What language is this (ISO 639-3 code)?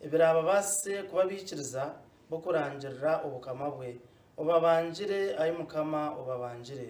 nyn